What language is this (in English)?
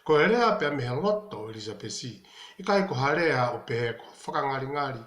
Tongan